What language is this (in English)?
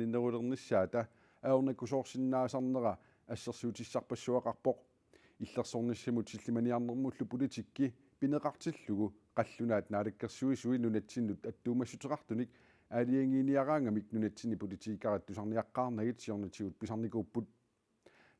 Kalaallisut